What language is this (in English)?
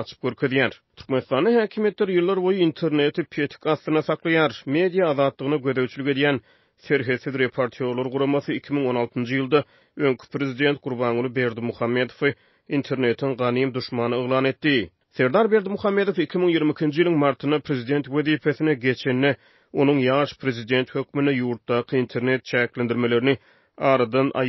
Turkmen